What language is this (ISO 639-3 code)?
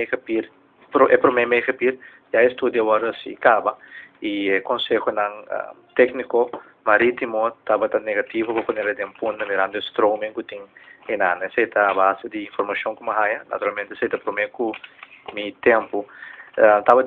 pap